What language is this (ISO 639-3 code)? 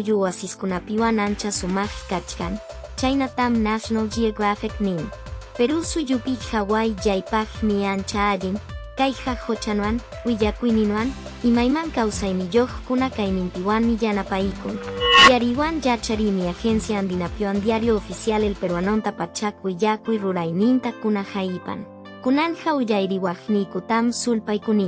que